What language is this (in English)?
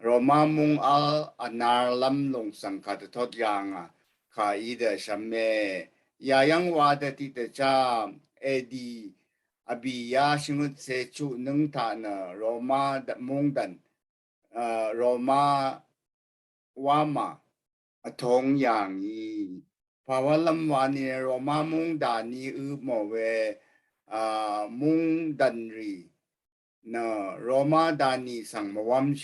Rawang